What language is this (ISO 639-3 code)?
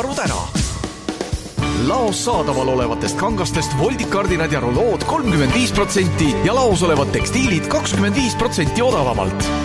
est